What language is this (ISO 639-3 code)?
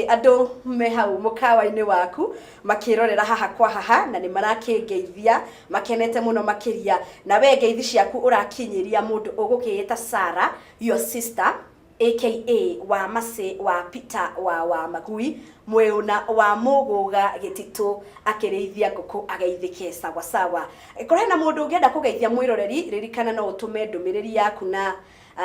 kik